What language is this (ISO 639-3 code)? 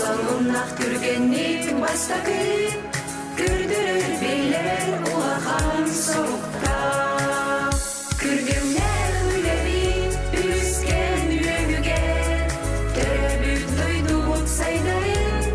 sah